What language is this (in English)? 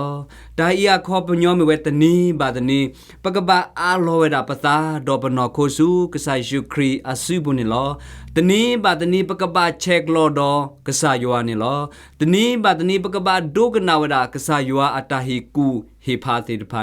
S'gaw Karen